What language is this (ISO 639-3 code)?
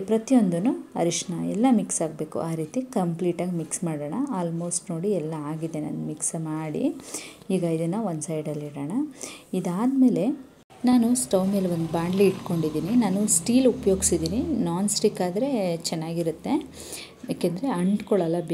kan